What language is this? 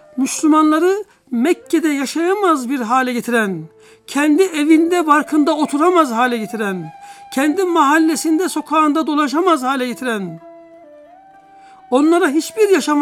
Turkish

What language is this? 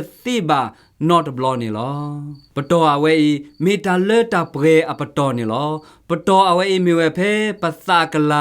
S'gaw Karen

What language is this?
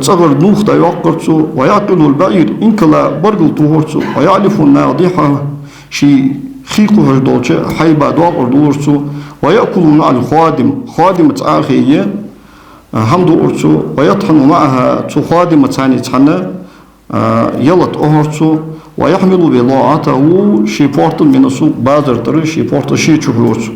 Ingush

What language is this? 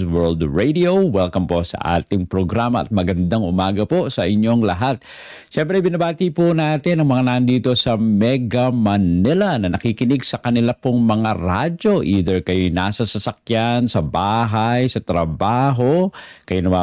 Filipino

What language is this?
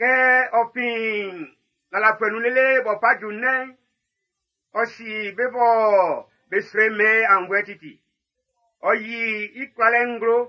Baoulé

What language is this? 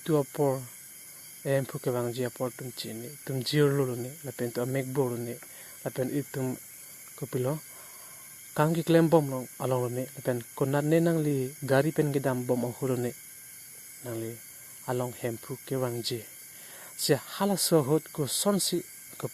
Karbi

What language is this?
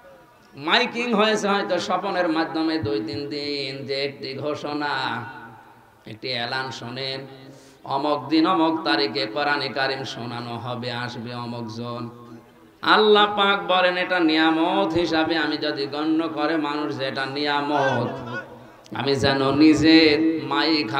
Bangla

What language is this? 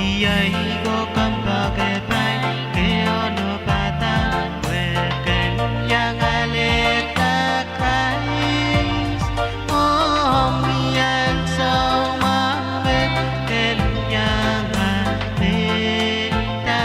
Pohnpeian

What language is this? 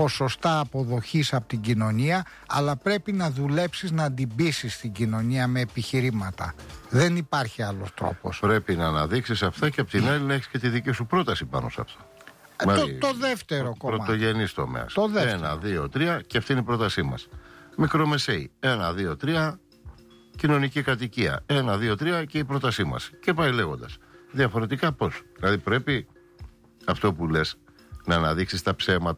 Greek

